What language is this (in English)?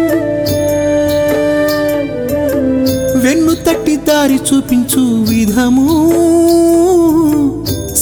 Telugu